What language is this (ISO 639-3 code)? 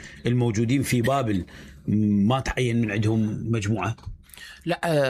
acm